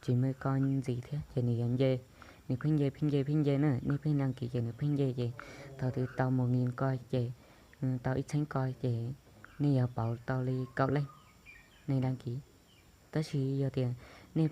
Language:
Hmong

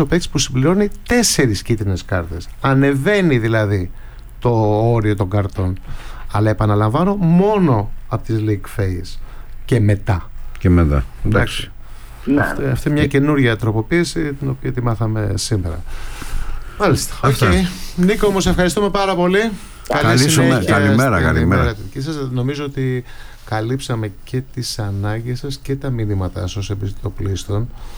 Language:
Greek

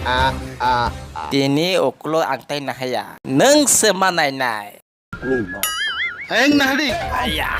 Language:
Kok Borok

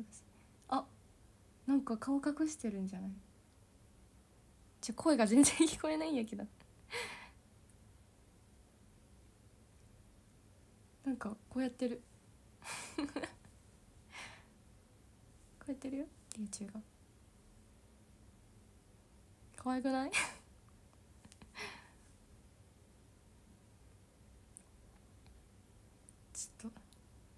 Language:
Japanese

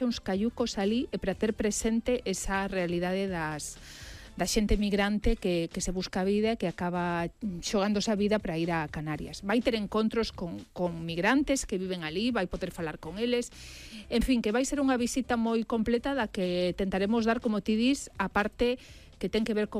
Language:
Galician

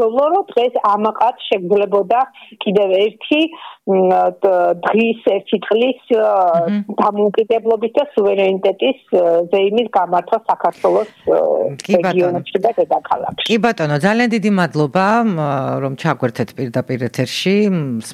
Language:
Georgian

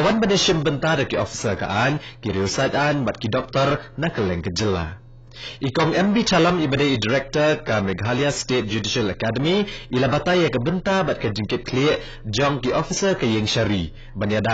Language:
Khasi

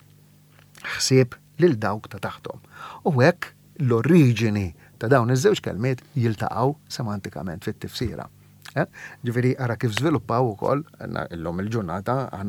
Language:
Maltese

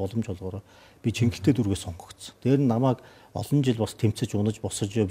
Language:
Mongolian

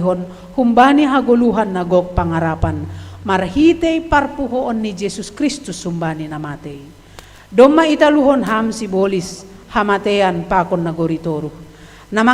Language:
Batak Simalungun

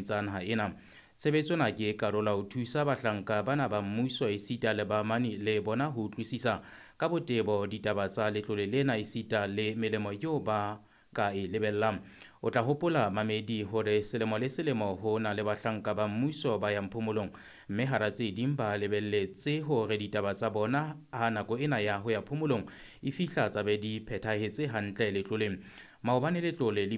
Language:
Southern Sotho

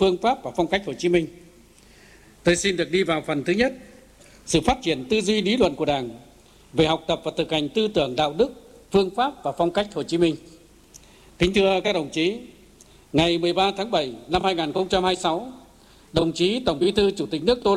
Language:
Vietnamese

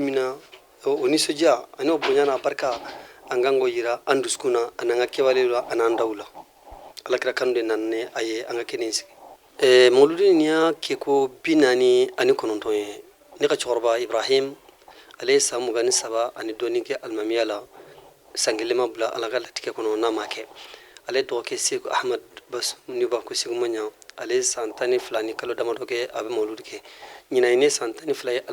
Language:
Bambara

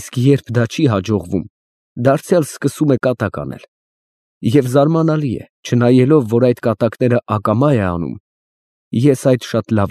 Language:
Armenian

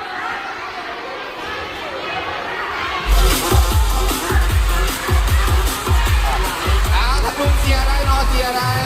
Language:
Lao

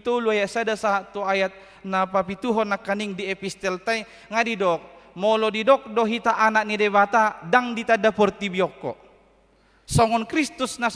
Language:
Batak Toba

